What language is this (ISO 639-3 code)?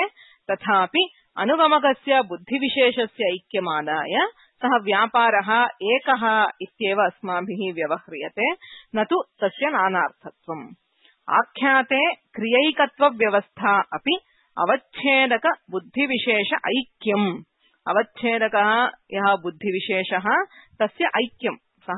san